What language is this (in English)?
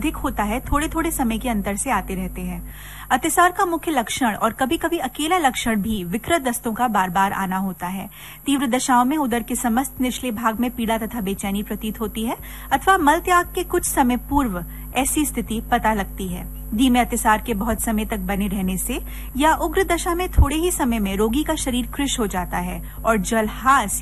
Hindi